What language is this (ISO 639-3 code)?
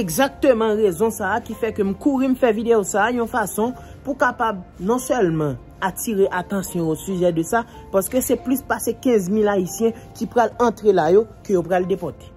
hat